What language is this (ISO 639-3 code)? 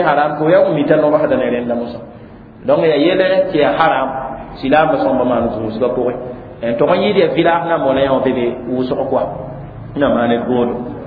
mos